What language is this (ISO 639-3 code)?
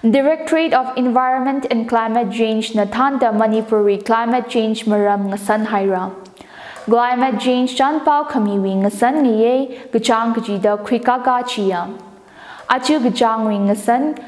nmf